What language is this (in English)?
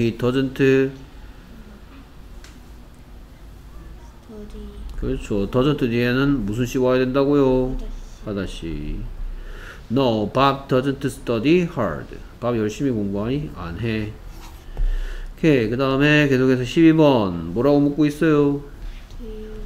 Korean